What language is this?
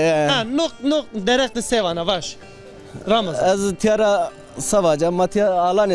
Zaza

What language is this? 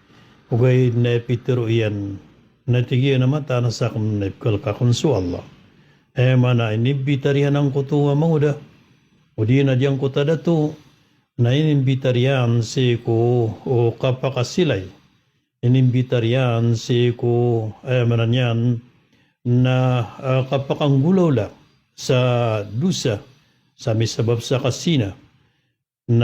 Maranao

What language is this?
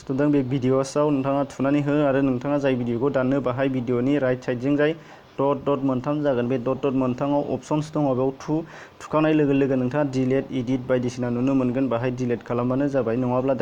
Bodo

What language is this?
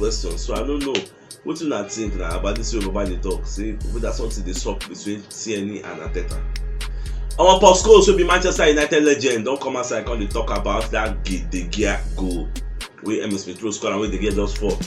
Nigerian Pidgin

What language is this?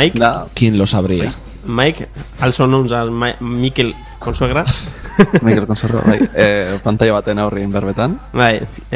Basque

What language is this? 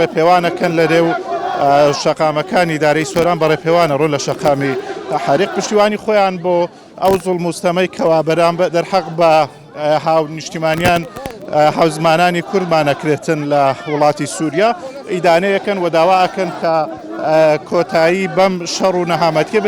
Central Kurdish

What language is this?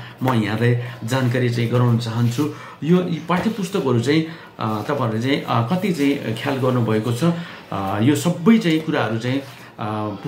Nepali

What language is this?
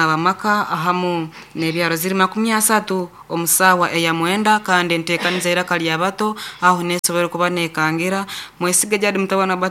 Nyankole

